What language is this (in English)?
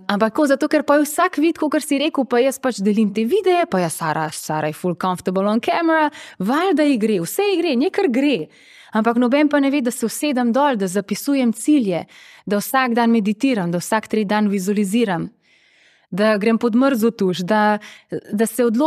Slovenian